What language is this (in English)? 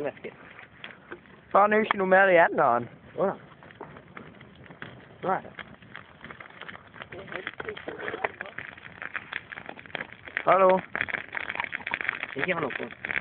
Norwegian